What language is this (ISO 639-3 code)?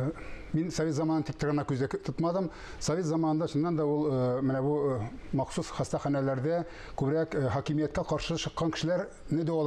tat